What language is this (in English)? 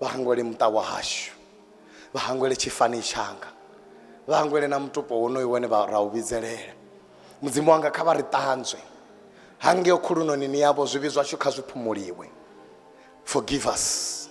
Venda